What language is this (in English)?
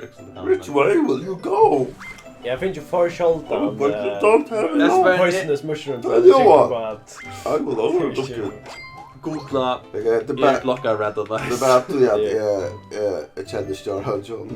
Faroese